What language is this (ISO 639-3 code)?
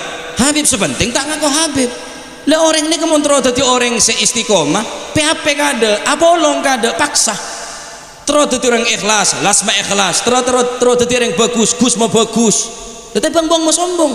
mad